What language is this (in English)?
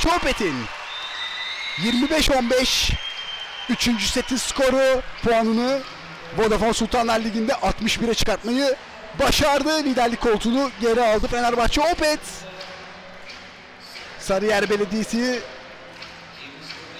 Turkish